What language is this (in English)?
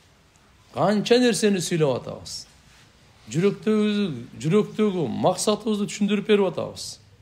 Kyrgyz